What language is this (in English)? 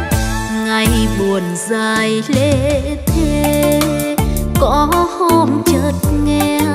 Vietnamese